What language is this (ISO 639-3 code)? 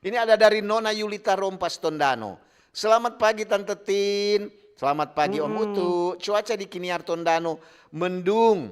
xmm